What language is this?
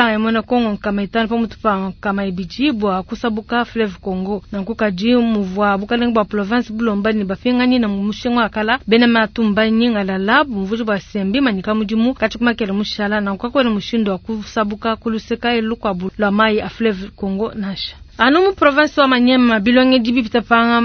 Luba-Lulua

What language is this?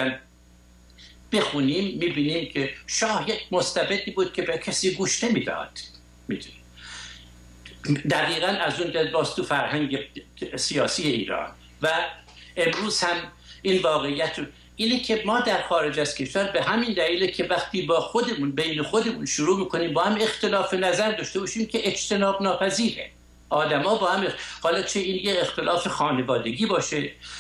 Persian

